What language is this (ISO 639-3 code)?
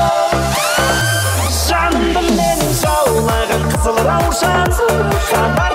kaa